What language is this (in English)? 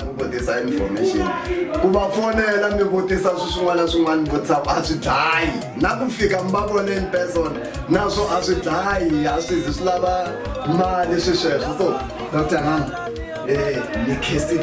Tsonga